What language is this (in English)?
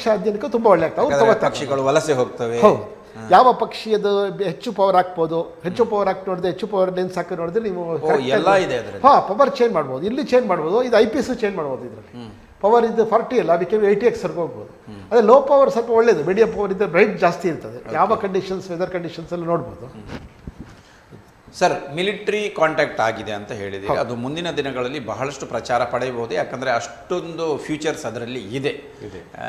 Kannada